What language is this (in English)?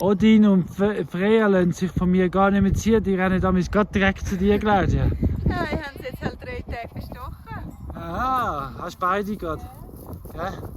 Swiss German